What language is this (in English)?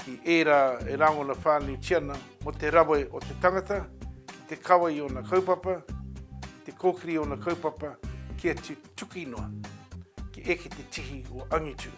Māori